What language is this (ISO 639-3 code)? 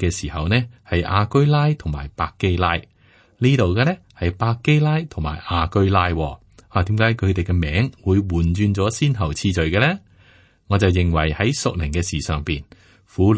yue